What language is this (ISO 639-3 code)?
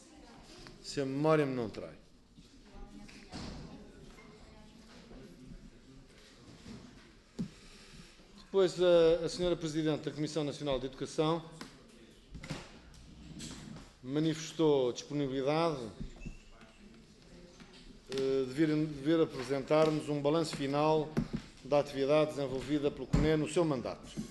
por